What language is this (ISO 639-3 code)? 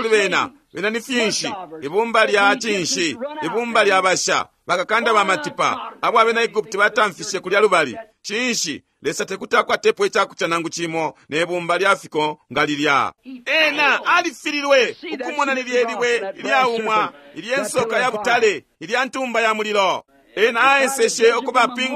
bem